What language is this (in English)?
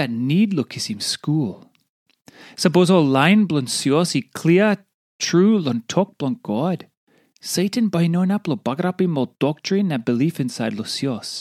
Tok Pisin